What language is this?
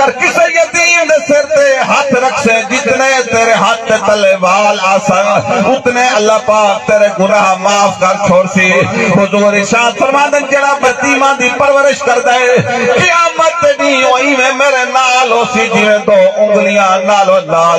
Saraiki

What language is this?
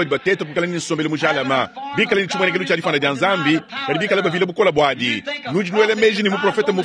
Luba-Lulua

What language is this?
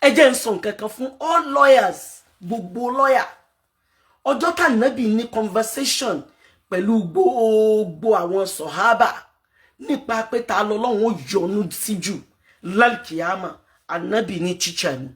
Yoruba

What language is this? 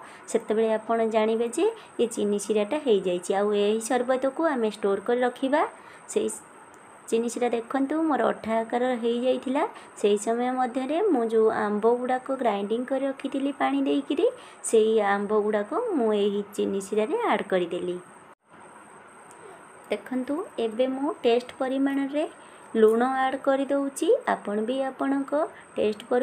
Odia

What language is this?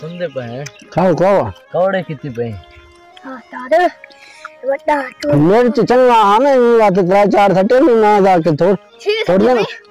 Saraiki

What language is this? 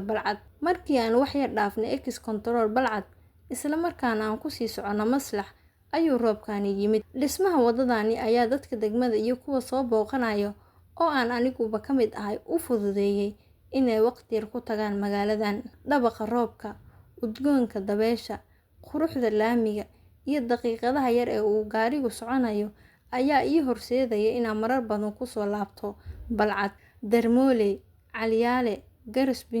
Somali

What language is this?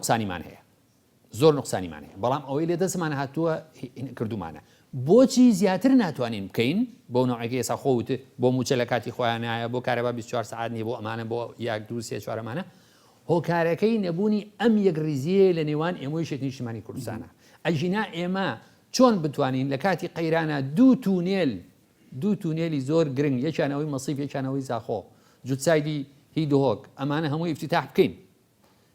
Central Kurdish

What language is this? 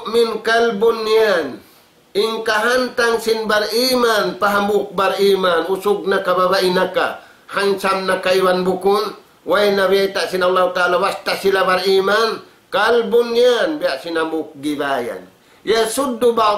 Tausug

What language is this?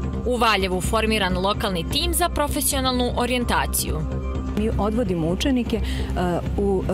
Serbian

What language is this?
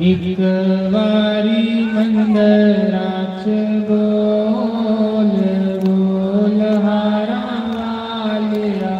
Dogri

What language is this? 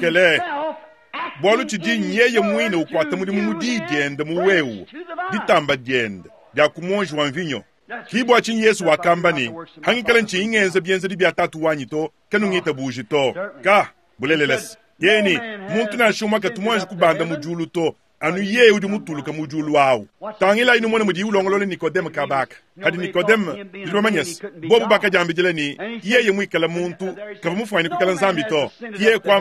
Luba-Lulua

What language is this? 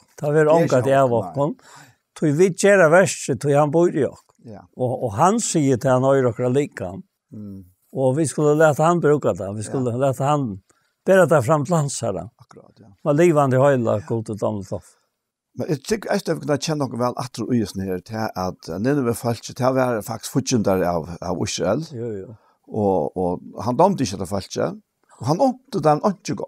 Faroese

